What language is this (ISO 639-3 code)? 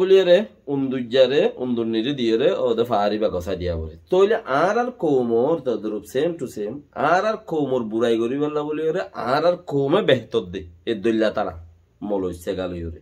rhg